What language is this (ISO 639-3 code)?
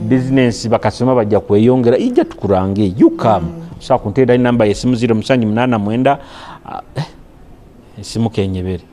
nyo